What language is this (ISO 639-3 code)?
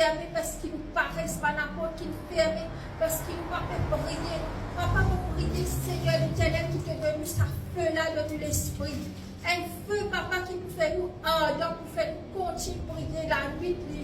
mfe